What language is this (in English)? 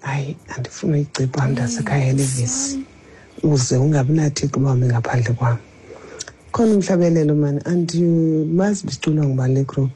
Xhosa